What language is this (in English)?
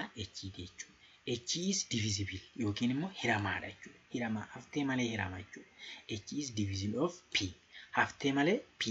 Oromo